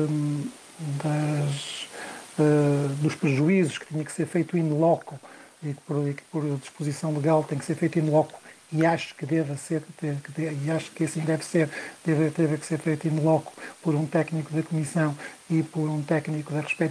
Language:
Portuguese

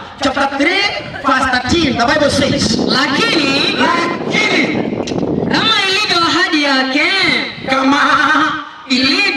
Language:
Gusii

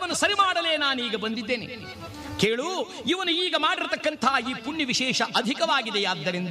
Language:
Kannada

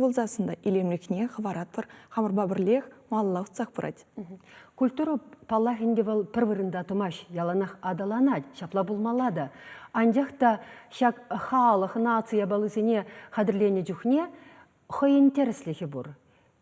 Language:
Chuvash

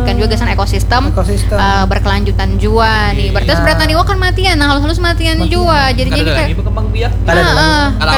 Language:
Banjar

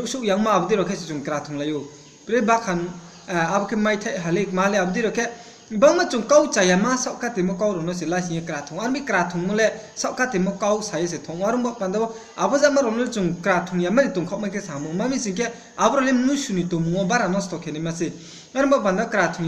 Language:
Riang (India)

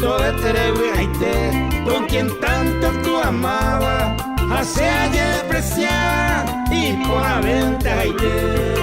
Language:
Guarani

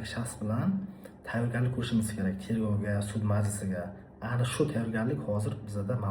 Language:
Uzbek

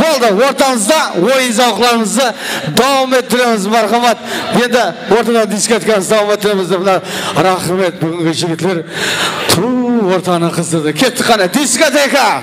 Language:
Kara-Kalpak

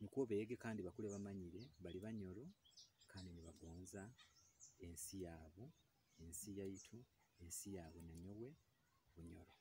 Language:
Nyoro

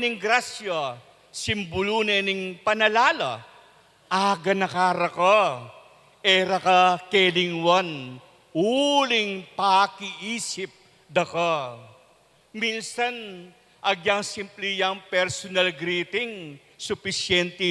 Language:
Pampanga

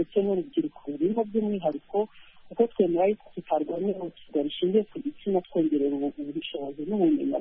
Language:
Kinyarwanda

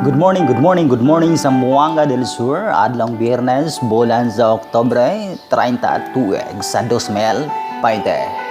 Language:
Cebuano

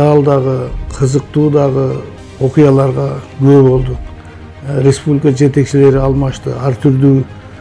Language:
Kyrgyz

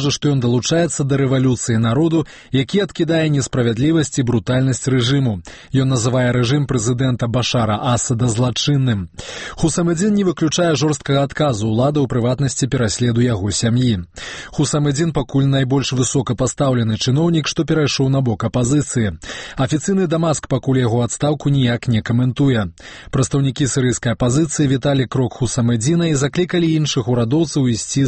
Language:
Belarusian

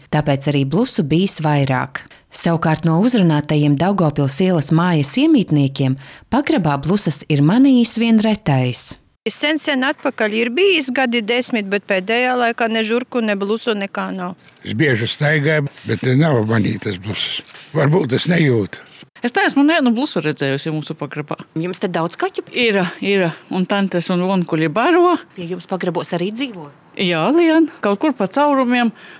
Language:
Latvian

